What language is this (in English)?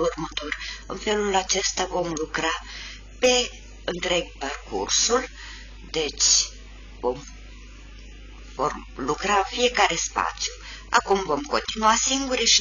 Romanian